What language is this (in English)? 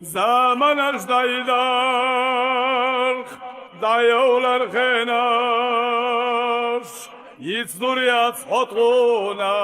Chechen